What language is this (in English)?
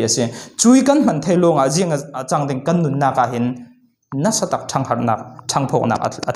Falam Chin